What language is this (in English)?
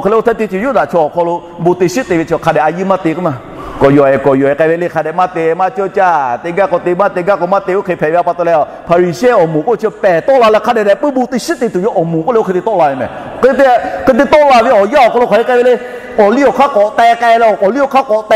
Lahu